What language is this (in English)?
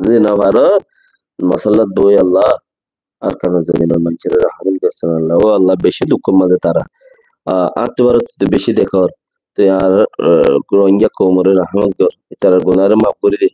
Rohingya